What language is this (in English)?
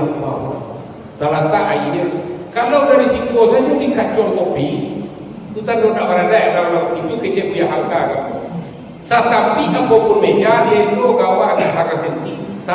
Minangkabau